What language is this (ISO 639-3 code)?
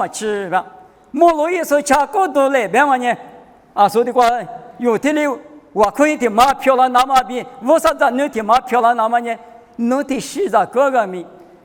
lis